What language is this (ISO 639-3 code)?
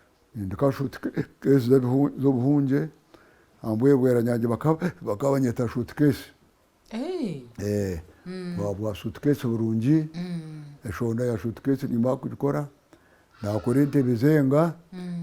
nyn